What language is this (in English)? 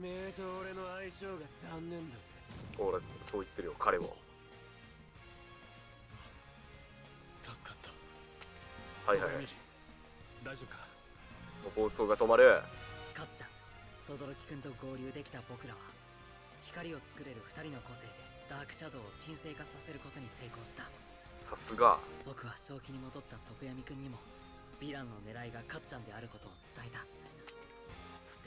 Japanese